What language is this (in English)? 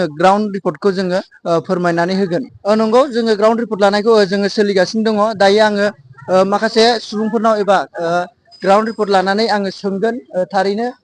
Bodo